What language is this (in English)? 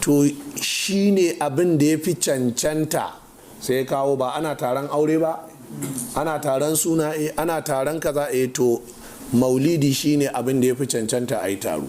Hausa